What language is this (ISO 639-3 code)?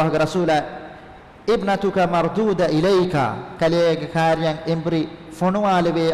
div